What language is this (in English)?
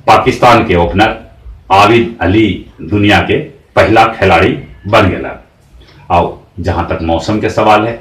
Magahi